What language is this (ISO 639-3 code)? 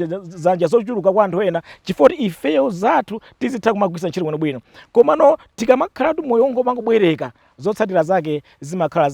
nya